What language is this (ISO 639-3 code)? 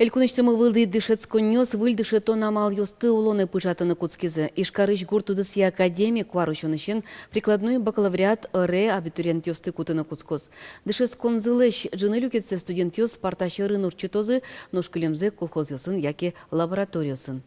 udm